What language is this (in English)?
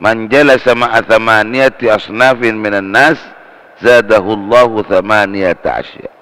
Madurese